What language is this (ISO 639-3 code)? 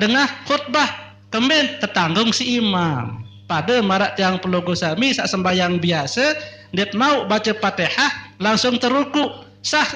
sas